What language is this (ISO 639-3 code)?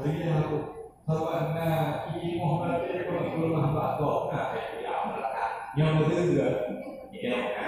ace